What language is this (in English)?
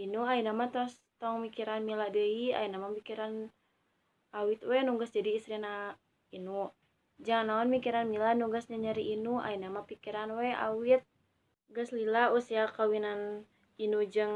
Sundanese